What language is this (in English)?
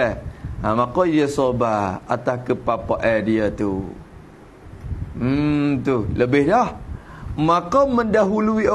Malay